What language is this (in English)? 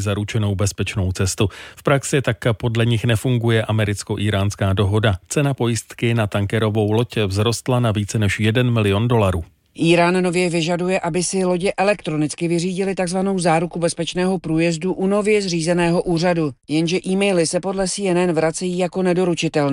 Czech